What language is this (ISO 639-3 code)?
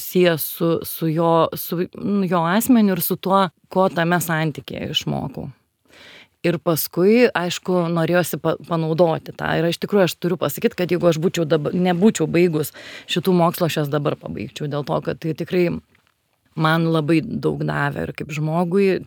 lit